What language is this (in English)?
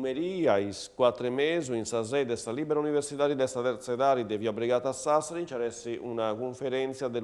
Sardinian